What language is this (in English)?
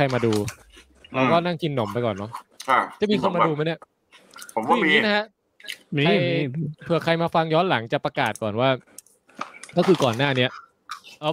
Thai